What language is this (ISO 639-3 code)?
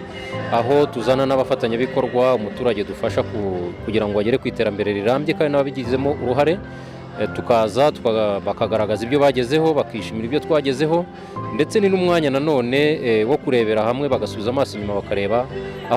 kin